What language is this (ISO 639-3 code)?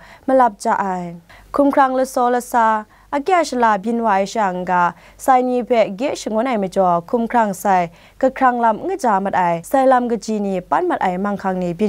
kac